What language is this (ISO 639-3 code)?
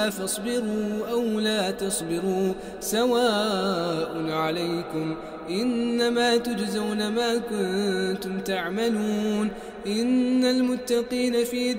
ara